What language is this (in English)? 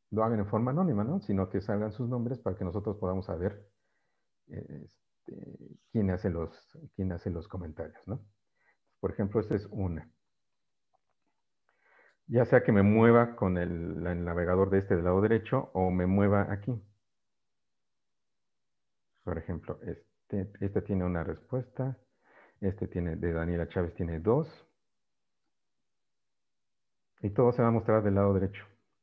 Spanish